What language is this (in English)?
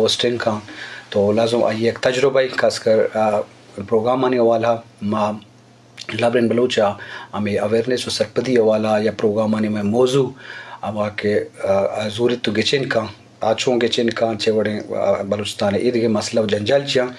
Eastern Balochi